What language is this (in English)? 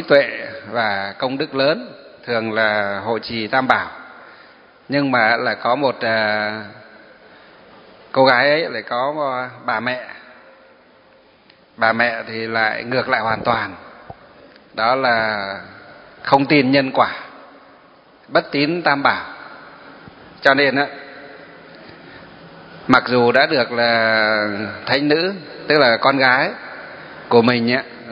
Vietnamese